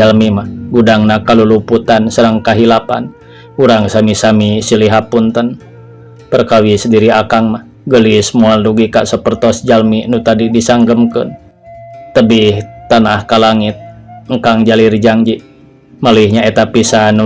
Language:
Sundanese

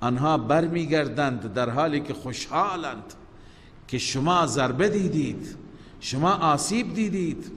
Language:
Persian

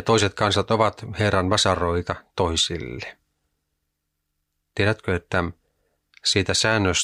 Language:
Finnish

